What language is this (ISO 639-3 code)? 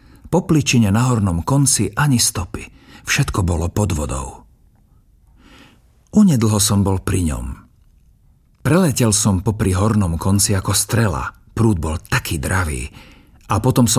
slk